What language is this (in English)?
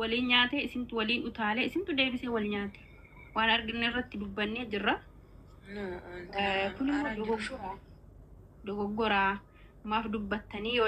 Oromo